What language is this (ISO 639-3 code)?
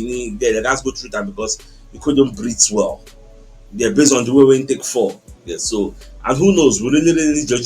pcm